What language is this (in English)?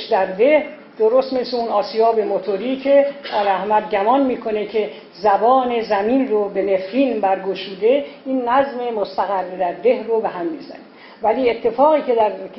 Persian